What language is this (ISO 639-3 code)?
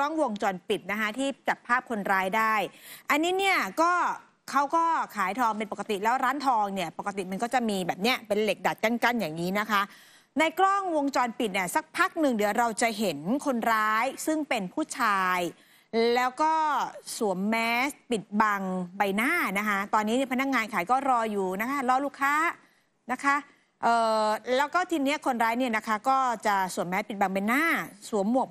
tha